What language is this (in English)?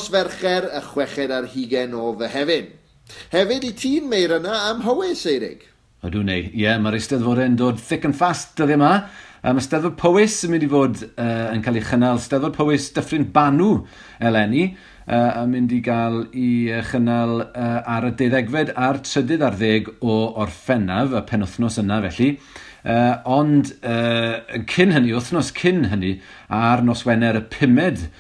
Welsh